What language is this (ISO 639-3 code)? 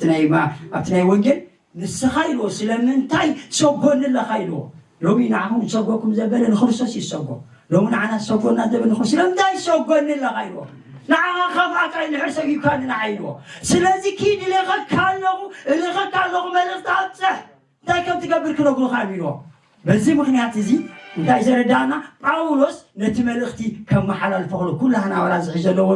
tir